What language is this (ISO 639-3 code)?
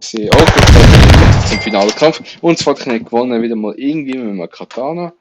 gsw